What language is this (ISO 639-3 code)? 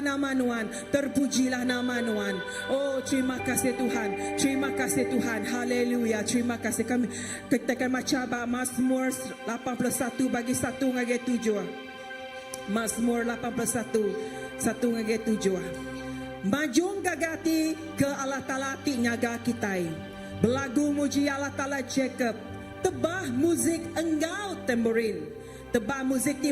iba